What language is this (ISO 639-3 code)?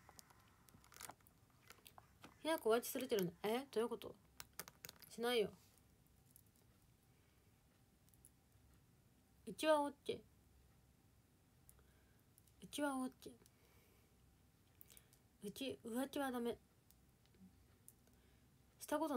jpn